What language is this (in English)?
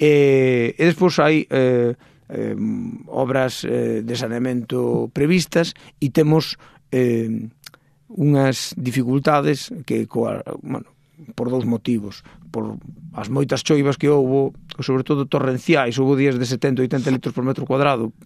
Galician